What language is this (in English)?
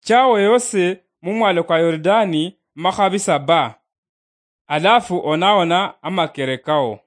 Luyia